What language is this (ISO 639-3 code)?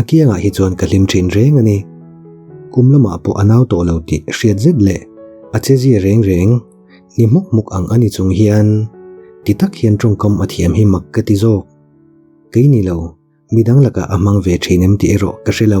lus